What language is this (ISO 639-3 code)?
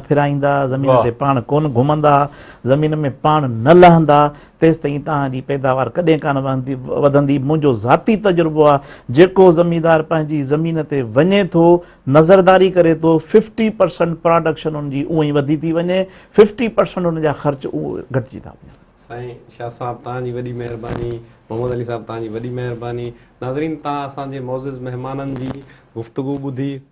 snd